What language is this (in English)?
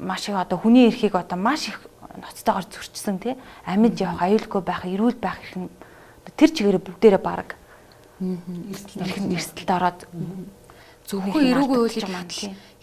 Mongolian